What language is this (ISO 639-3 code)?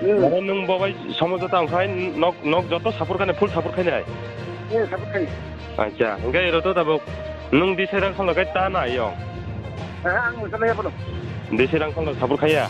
trp